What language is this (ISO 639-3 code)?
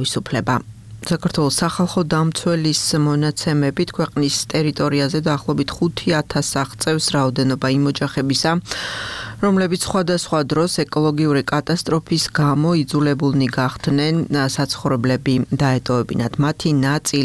kat